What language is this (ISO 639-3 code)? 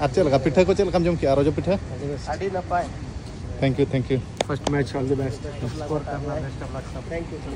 sat